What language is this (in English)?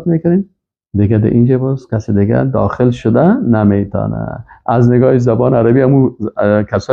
Persian